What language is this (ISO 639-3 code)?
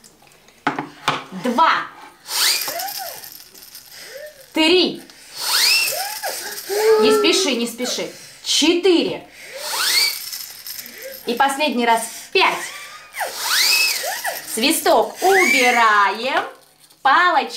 rus